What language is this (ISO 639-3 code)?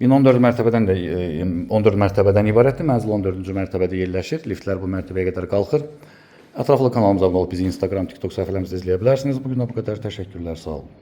aze